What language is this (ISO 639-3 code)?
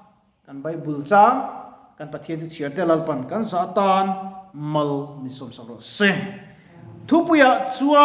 lus